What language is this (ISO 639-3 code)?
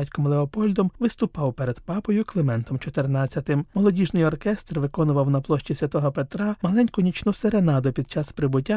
ukr